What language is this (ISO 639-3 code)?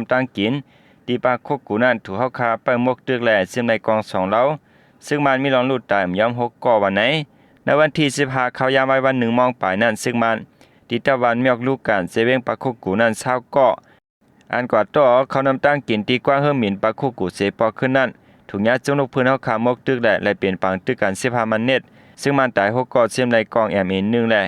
shn